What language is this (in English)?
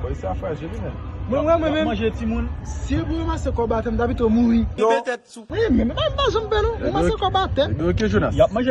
Haitian Creole